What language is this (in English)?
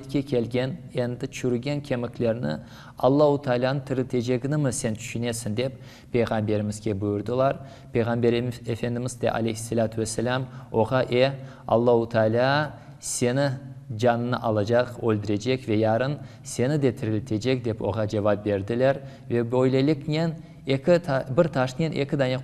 Crimean Tatar